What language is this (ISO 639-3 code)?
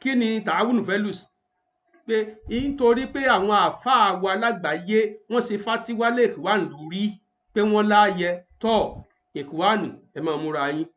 yor